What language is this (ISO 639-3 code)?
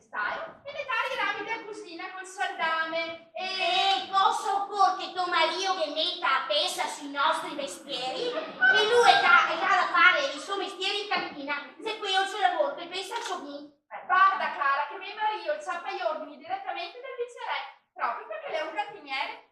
vec